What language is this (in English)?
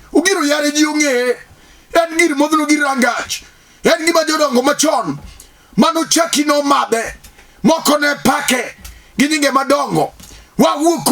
Luo (Kenya and Tanzania)